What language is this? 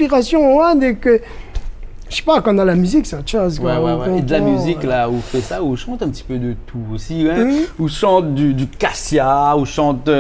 Réunion Creole French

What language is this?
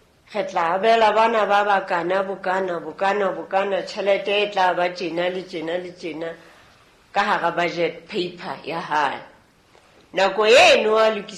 Southern Sotho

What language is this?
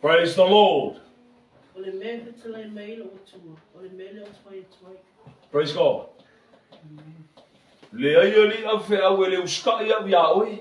Samoan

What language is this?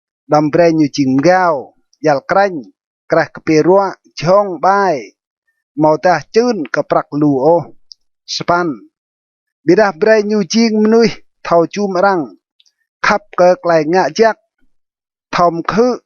Rade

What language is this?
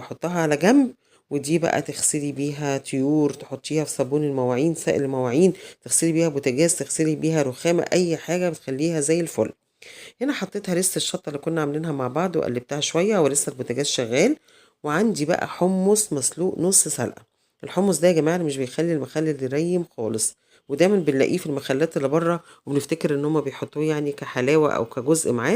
Egyptian Arabic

